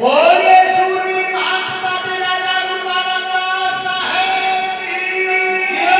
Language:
Chhattisgarhi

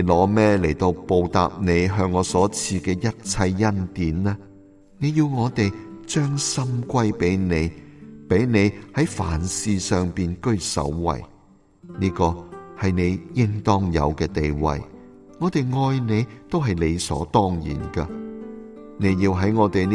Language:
Cantonese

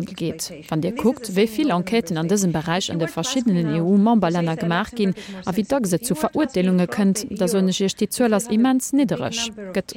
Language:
Luxembourgish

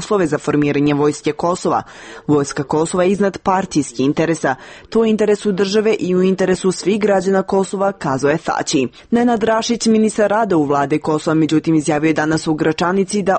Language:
Serbian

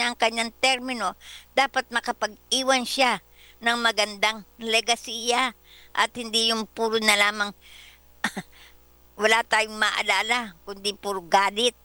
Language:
Filipino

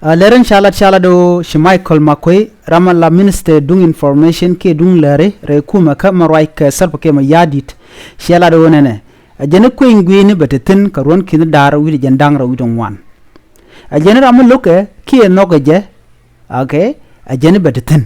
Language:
Nuer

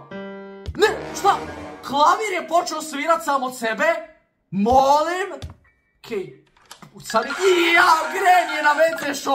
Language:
Croatian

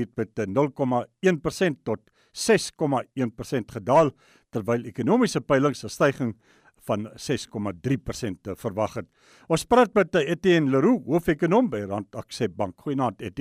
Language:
Afrikaans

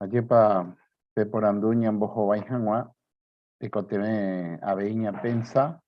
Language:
Guarani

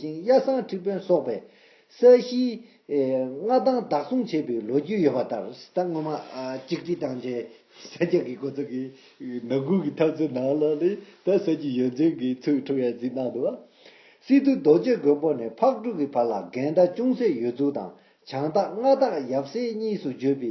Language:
Tibetan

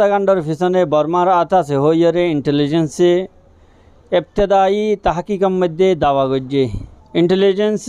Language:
Rohingya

